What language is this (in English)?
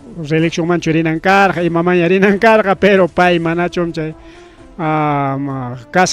Ayacucho Quechua